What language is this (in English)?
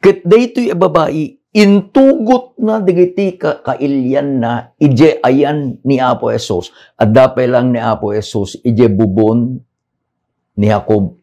Iloko